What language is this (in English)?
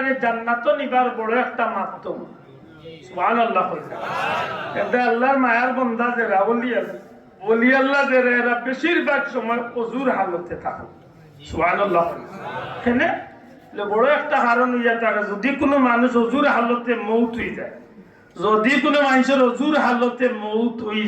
Sylheti